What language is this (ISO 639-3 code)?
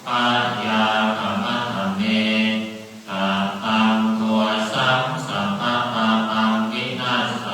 pli